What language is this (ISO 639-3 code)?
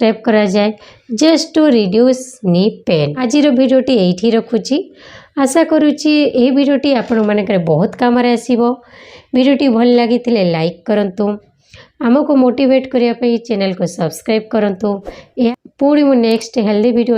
ori